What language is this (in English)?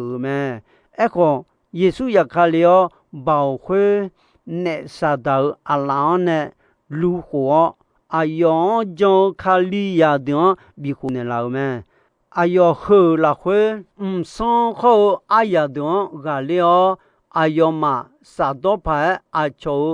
Akha